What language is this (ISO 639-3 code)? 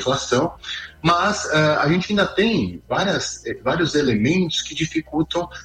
por